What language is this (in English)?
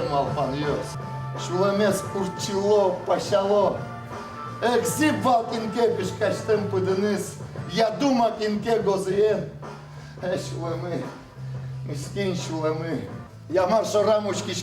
Udmurt